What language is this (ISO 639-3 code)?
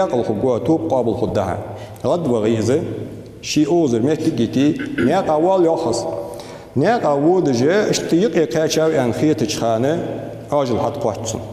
inh